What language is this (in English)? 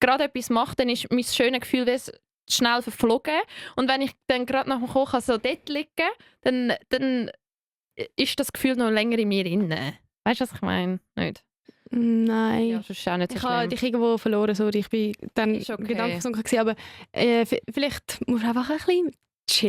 Swiss German